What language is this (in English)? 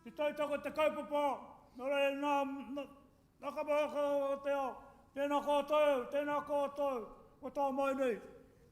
Māori